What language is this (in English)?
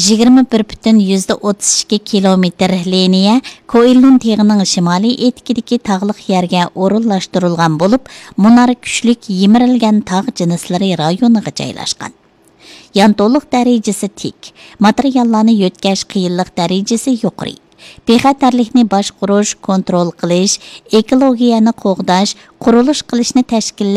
Uyghur